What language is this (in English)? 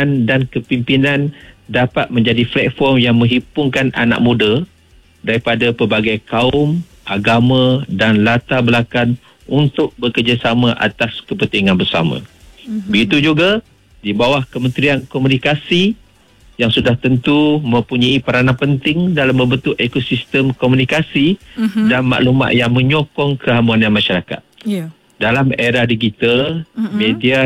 Malay